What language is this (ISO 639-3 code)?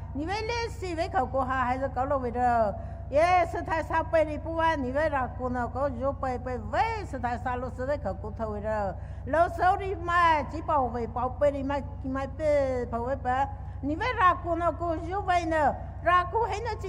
pmx